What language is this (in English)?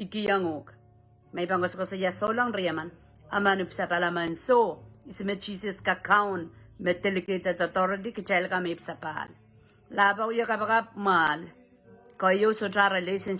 Pohnpeian